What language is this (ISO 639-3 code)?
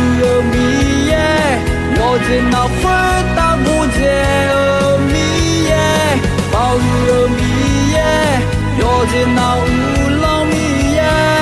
ahk